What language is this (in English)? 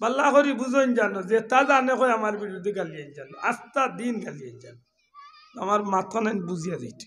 Sylheti